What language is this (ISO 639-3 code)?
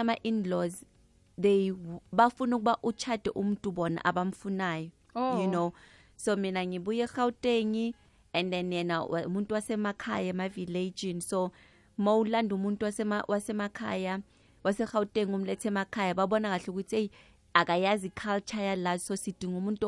nbl